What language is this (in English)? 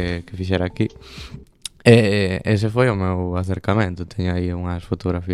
Galician